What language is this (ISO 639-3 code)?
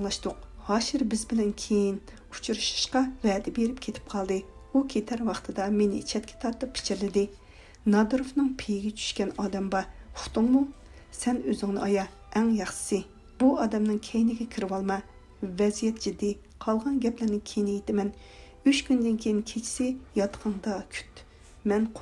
uig